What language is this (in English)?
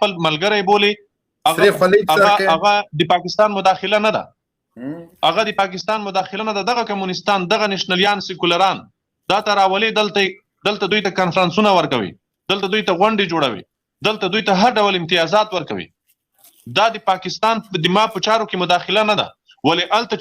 Pashto